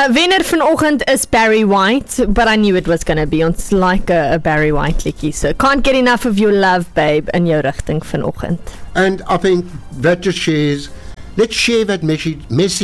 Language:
Afrikaans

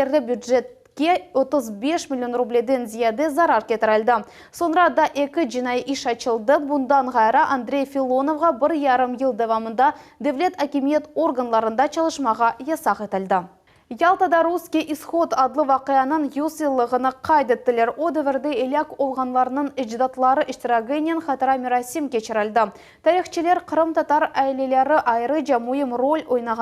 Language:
Crimean Tatar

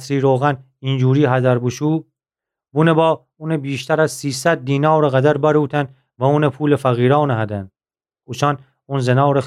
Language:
Gilaki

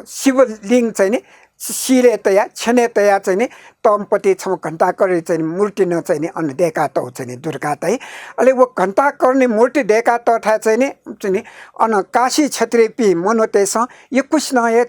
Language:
Newari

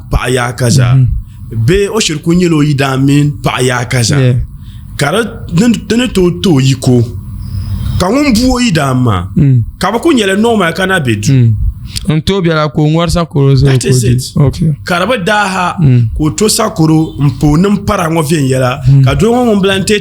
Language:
Dagbani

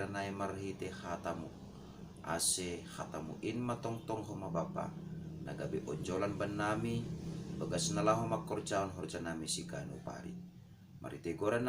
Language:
Batak Simalungun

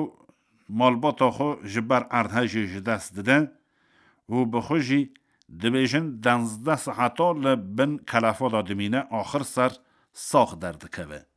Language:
Kurdish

